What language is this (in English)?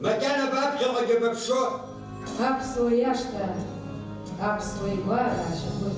Abkhazian